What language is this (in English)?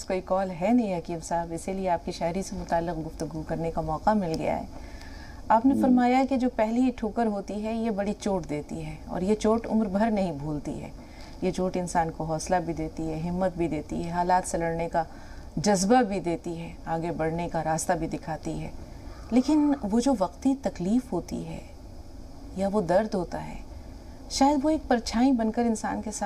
Urdu